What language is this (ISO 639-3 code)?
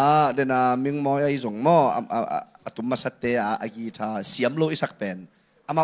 ctd